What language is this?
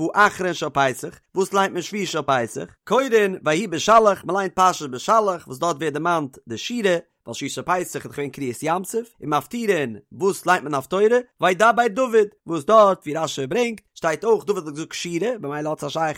Yiddish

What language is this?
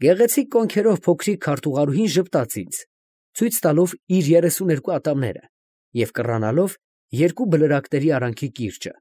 Armenian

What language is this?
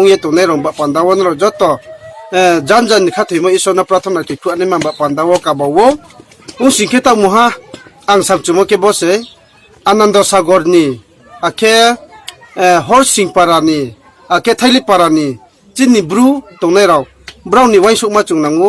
Riang (India)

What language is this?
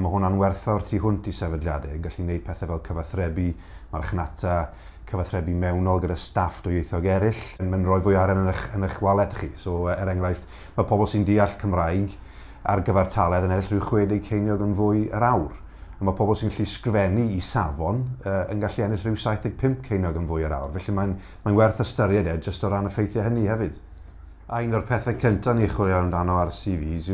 Welsh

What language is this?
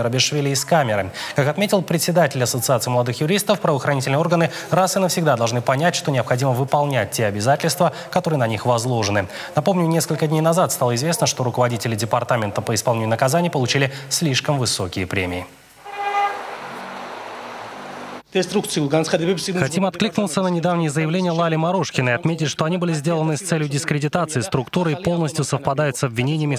Russian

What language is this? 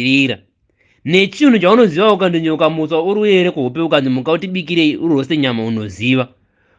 Shona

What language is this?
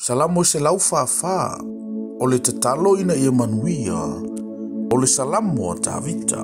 Samoan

